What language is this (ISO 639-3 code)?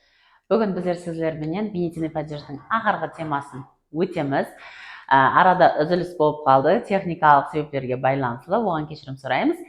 kaa